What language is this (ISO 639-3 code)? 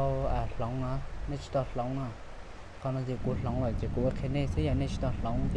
hmn